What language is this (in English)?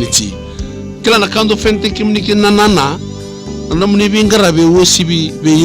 Fijian